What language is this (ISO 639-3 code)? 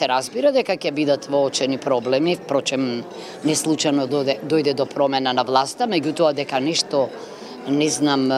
mkd